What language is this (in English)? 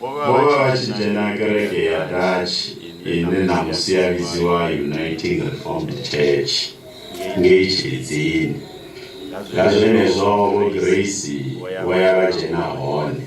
Venda